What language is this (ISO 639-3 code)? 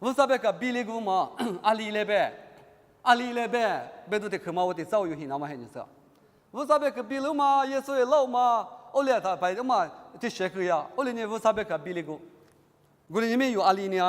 lis